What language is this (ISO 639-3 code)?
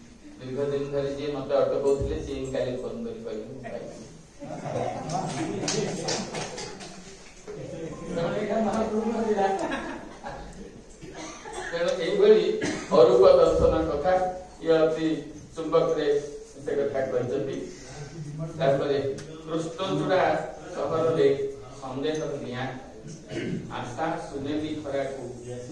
ori